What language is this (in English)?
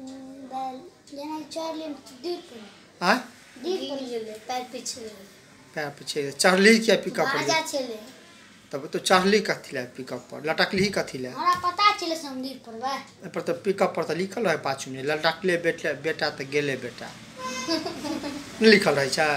Maithili